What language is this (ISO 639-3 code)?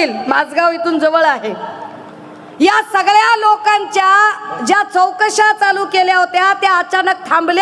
mar